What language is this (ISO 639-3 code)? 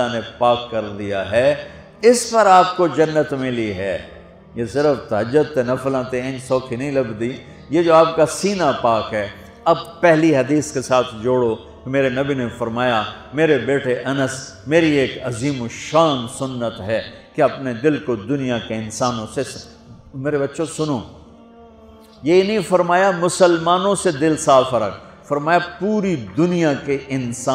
urd